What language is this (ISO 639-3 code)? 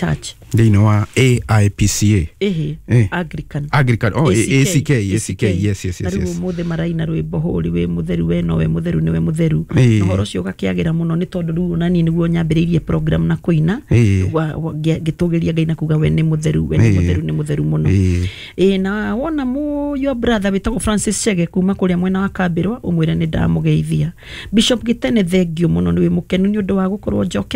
kik